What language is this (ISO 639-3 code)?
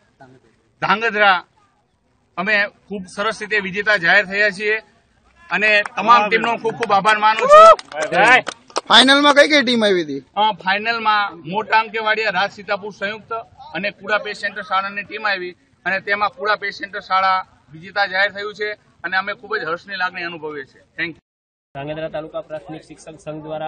guj